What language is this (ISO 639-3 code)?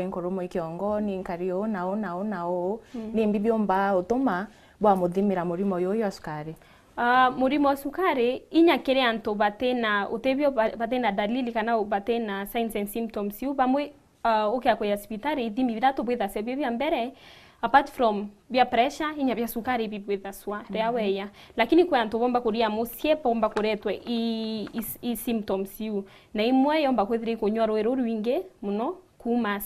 mer